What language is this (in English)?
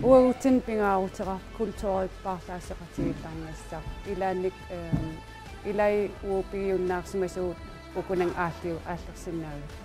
Kalaallisut